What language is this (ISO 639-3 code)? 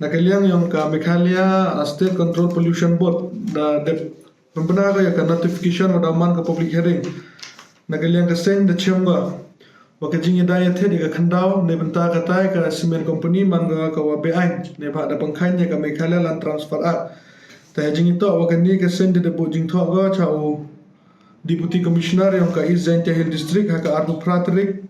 pbv